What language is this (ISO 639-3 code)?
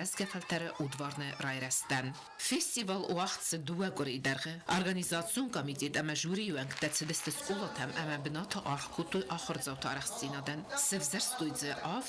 oss